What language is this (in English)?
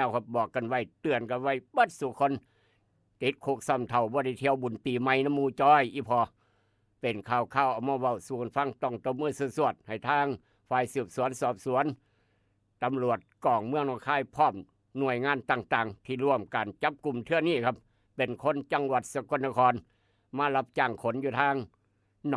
Northeastern Thai